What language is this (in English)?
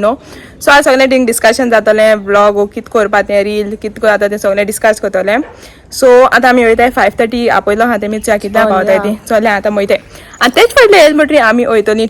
Konkani